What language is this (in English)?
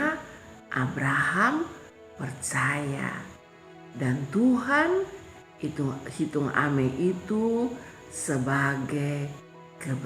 Kupang Malay